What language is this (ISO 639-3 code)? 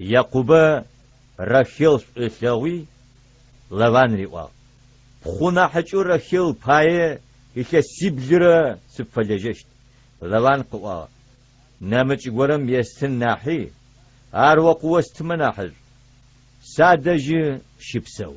ady